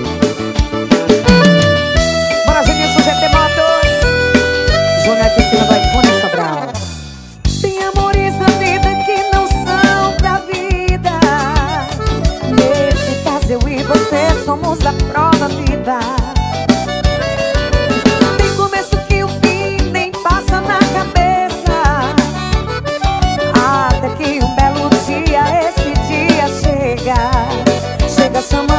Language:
Portuguese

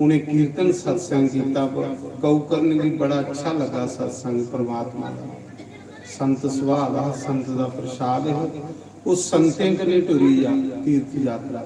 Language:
Dogri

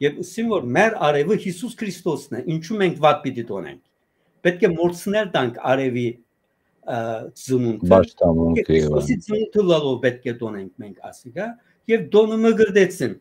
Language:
Western Armenian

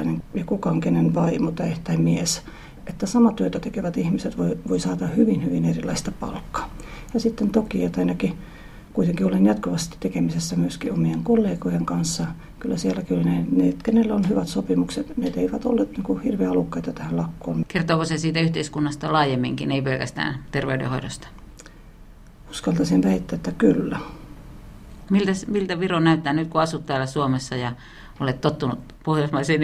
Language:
Finnish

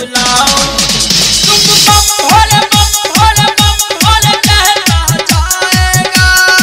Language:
Bhojpuri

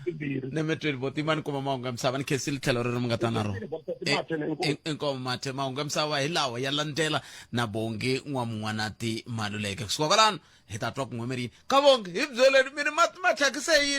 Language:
Tsonga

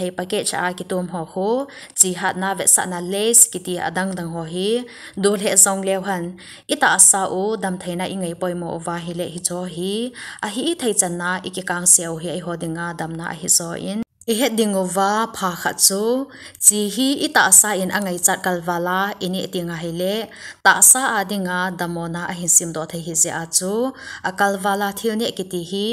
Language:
Thado Chin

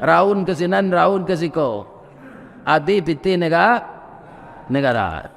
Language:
Minangkabau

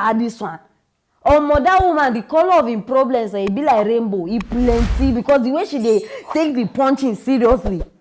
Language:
Nigerian Pidgin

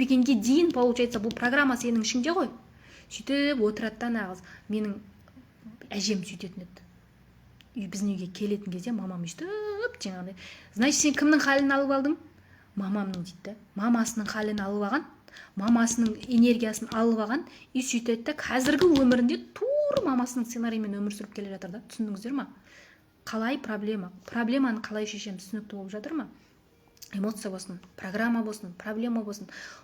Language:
Kazakh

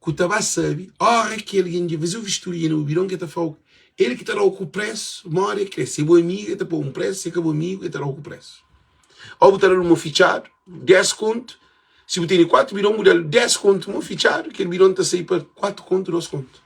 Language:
Kabuverdianu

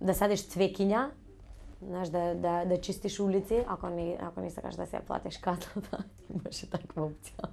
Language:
Macedonian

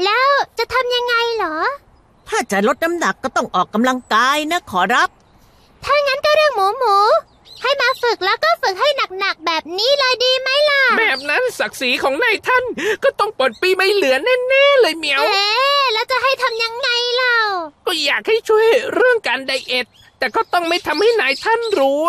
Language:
Thai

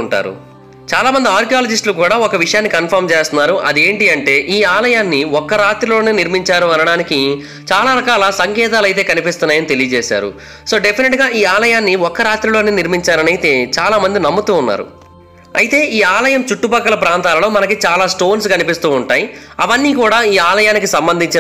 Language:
Telugu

